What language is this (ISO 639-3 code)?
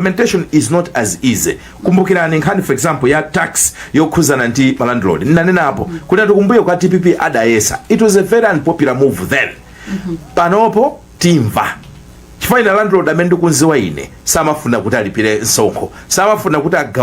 nya